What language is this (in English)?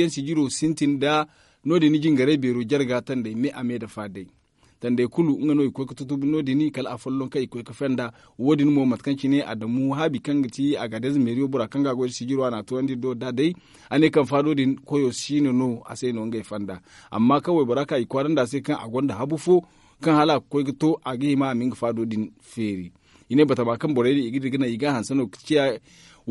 Zarma